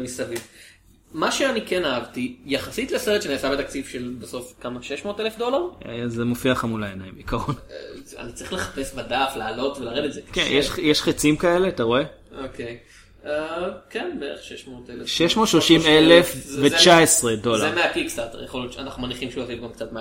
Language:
Hebrew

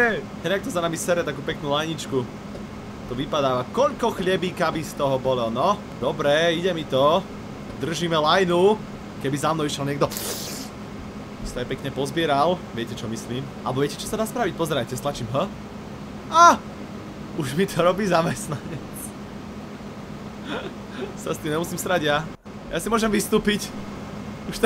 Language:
Slovak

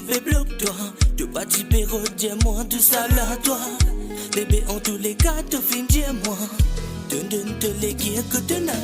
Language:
Morisyen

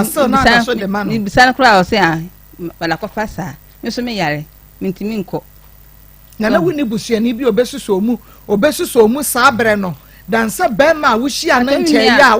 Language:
Akan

